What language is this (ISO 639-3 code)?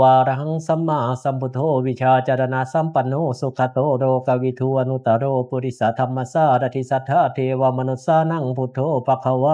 pli